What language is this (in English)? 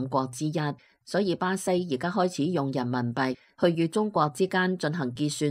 Cantonese